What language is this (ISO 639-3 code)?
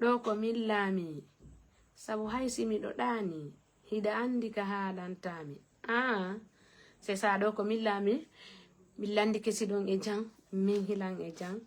ful